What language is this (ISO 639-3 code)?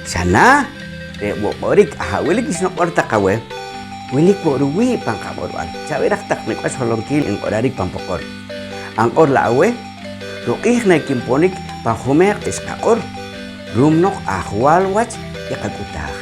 poh